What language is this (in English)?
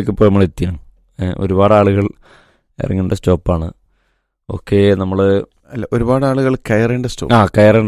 Malayalam